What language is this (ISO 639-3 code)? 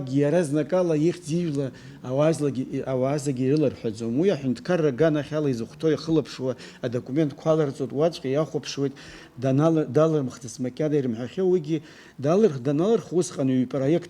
abk